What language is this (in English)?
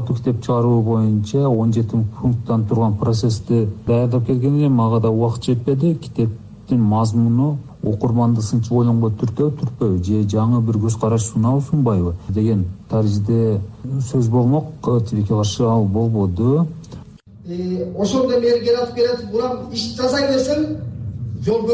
Kyrgyz